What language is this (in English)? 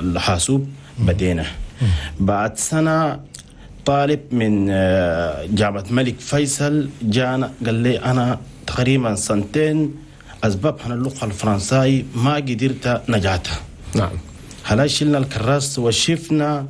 Chadian Arabic